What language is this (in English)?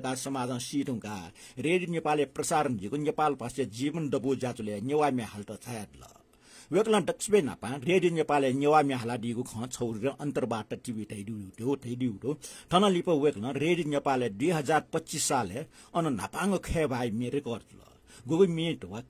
Newari